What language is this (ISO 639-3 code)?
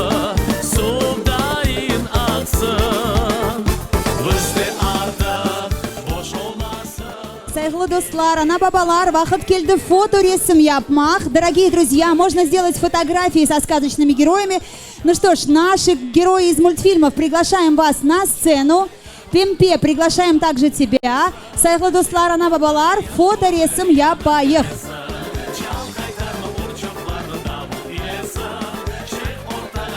crh